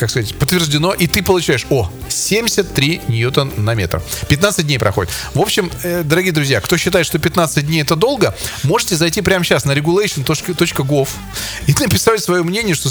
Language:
Russian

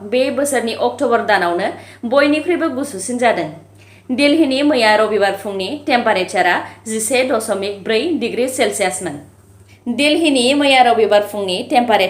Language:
Bodo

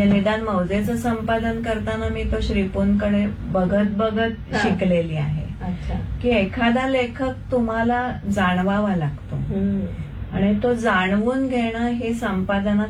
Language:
Marathi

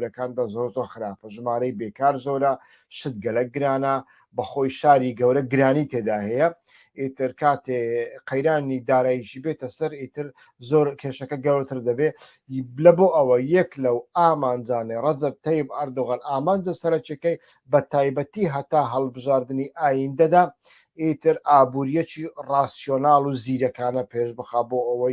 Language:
Central Kurdish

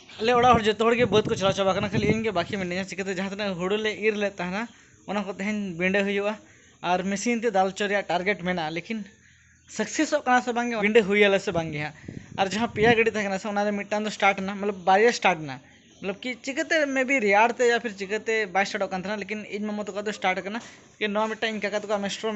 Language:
Santali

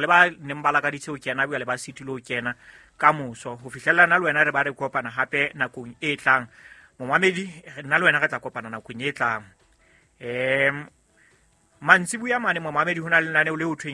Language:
Southern Sotho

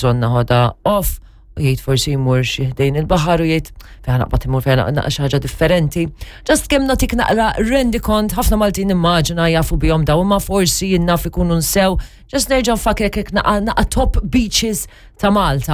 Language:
Maltese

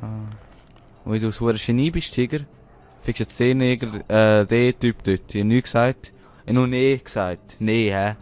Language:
Swiss German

